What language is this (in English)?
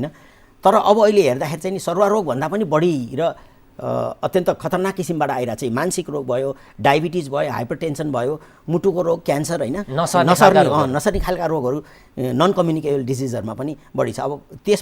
Nepali